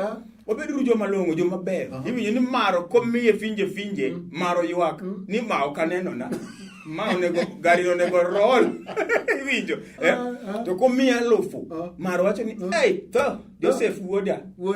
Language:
Luo (Kenya and Tanzania)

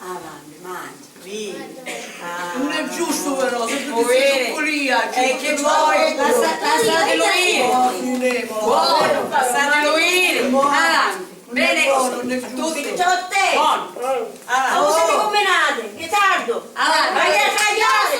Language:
Sicilian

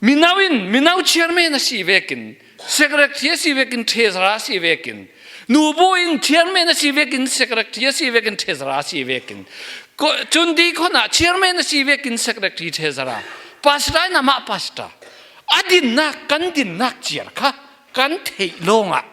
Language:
Falam Chin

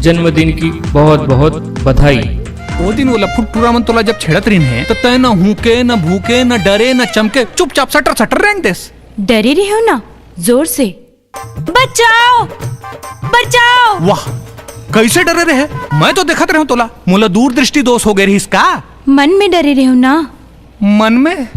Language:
Chhattisgarhi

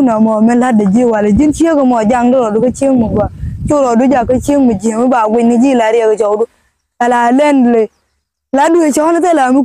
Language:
Nuer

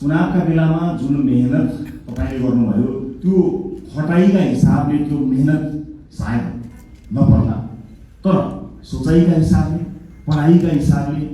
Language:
Nepali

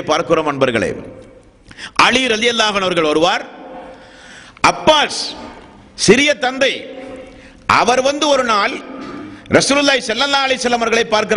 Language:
Tamil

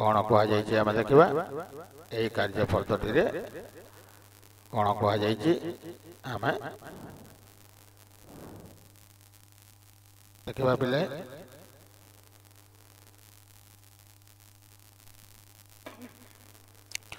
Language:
Odia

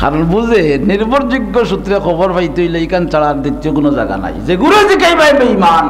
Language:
Sylheti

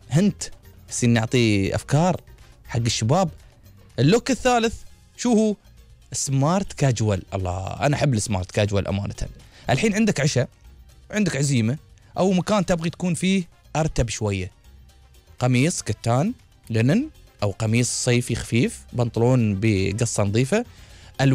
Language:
Gulf Arabic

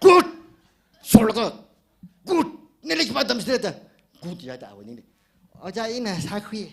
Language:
Tangkhul Naga (India)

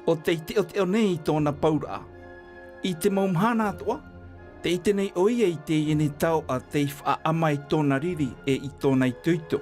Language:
Tahitian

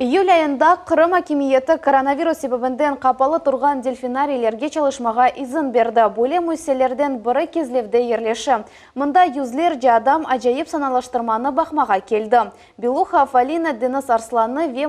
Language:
Crimean Tatar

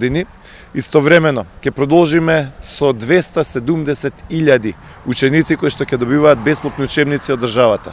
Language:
Macedonian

